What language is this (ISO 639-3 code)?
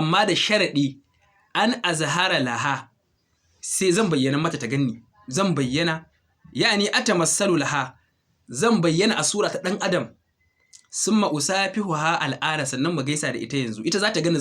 hau